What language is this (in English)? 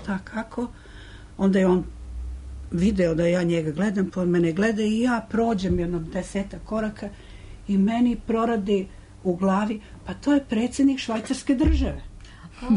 Serbian